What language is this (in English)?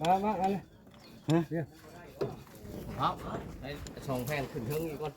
Northeastern Thai